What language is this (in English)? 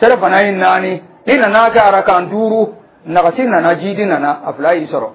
Dyula